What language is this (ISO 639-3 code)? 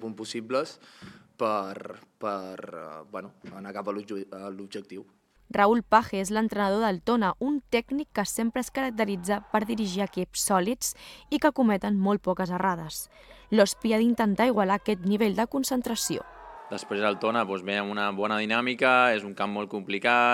cat